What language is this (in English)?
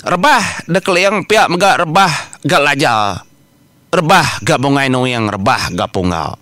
Iban